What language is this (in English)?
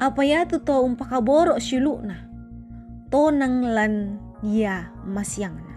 Toraja-Sa'dan